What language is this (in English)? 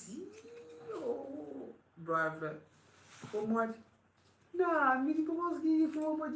Kabuverdianu